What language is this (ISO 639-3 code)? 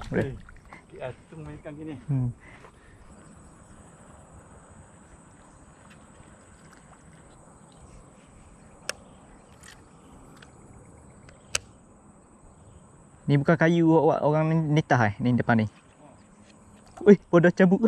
msa